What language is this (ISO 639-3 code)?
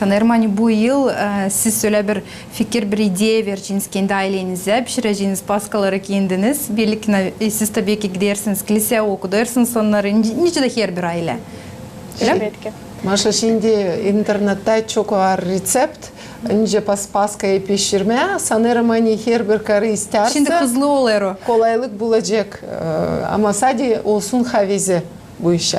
gag